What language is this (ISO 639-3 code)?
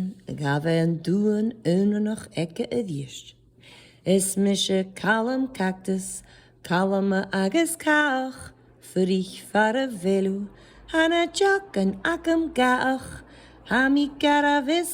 gla